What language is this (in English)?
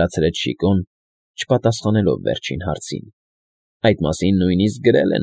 Armenian